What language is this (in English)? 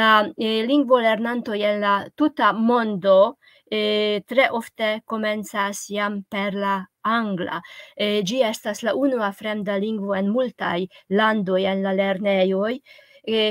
Esperanto